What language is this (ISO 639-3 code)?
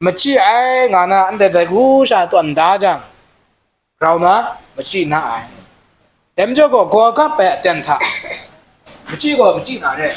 kac